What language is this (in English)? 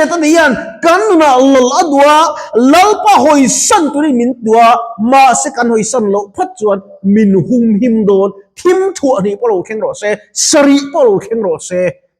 Mizo